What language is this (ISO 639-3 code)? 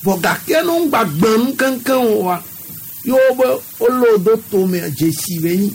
gej